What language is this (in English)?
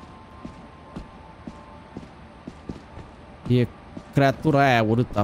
Romanian